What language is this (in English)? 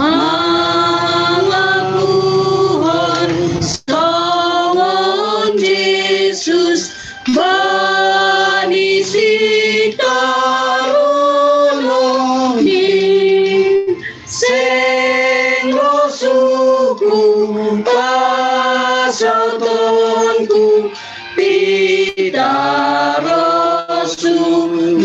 Batak Simalungun